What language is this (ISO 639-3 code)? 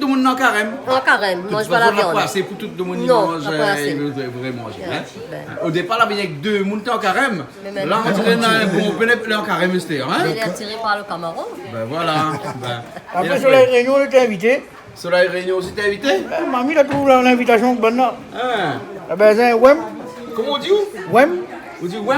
rcf